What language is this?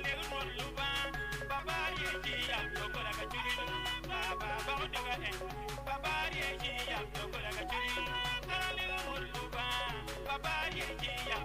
Acoli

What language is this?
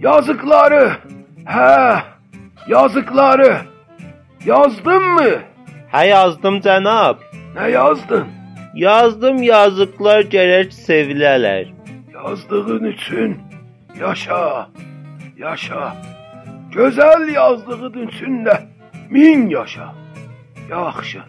South Azerbaijani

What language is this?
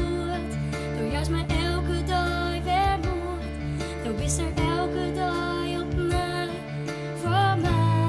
Western Frisian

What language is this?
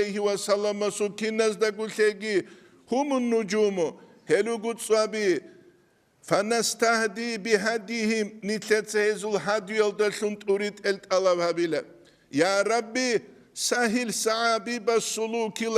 Avaric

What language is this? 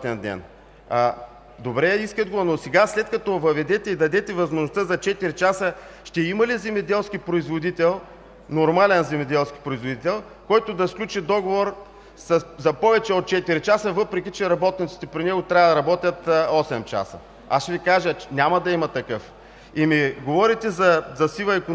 Bulgarian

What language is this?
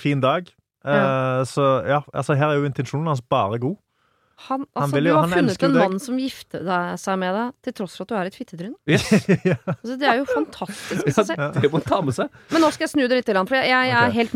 Norwegian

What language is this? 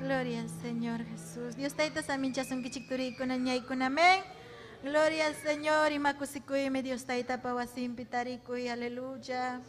Ayacucho Quechua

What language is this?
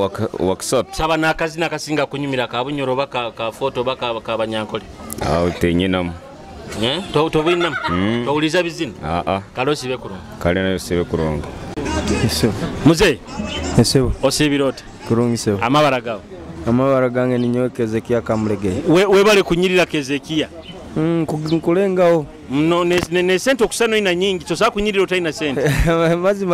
Nyoro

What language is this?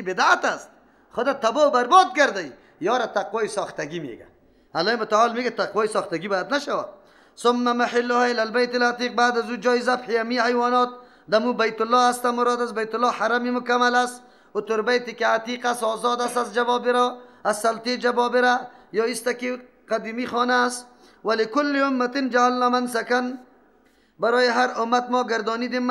Persian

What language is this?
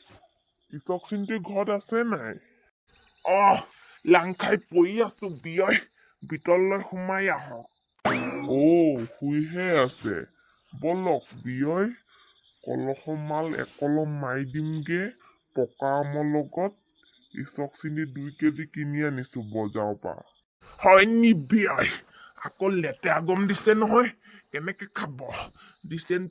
Assamese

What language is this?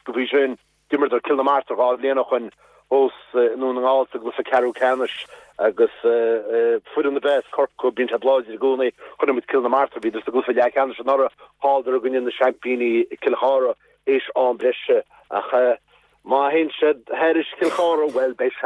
Irish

